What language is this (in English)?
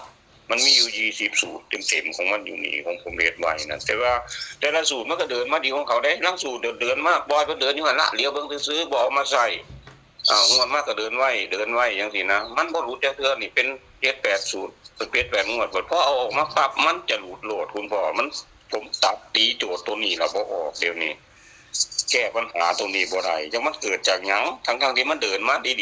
Northeastern Thai